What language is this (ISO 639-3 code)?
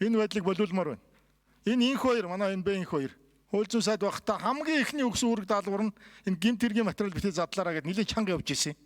mon